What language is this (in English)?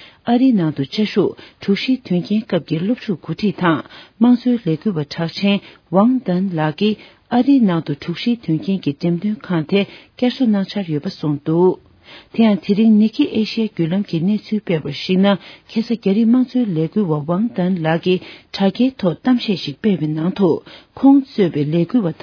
Tibetan